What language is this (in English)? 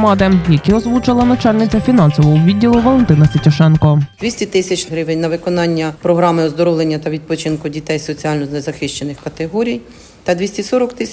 Ukrainian